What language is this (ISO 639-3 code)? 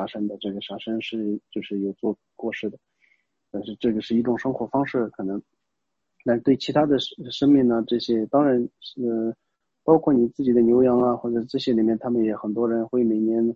zho